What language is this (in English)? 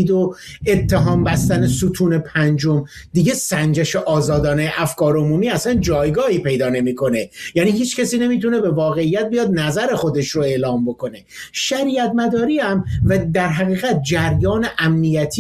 Persian